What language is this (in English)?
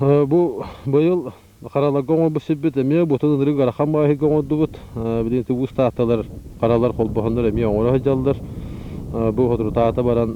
Yakut